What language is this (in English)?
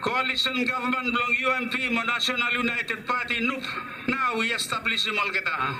Bislama